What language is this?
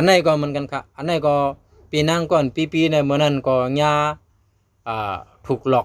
Shan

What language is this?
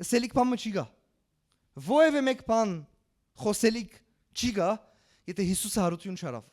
Western Armenian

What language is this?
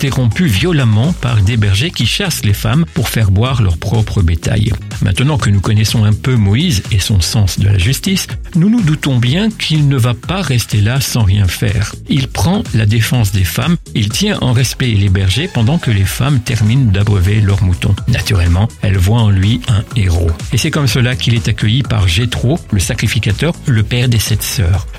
French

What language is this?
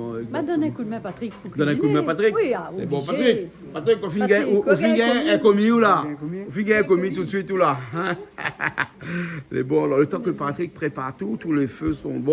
Réunion Creole French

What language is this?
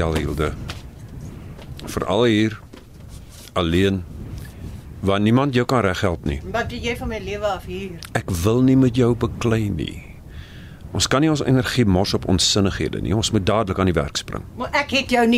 Afrikaans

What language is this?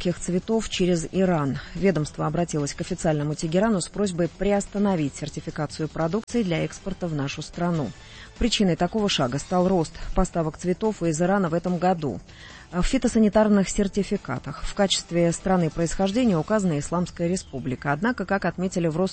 Russian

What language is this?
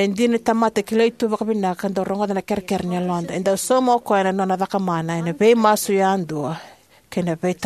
Fijian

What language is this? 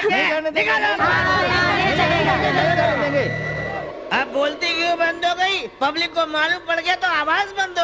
Hindi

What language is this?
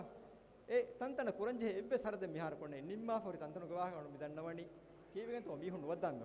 Divehi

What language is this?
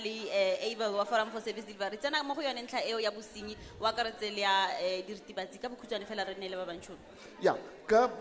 Tswana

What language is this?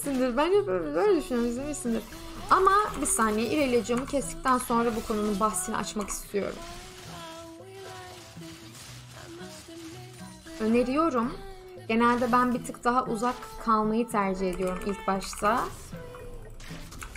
Turkish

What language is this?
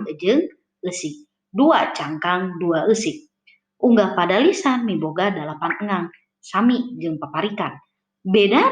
Sundanese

